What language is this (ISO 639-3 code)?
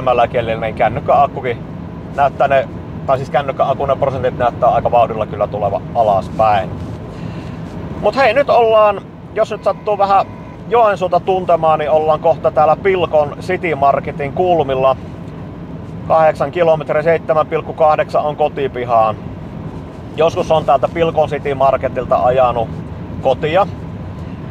fin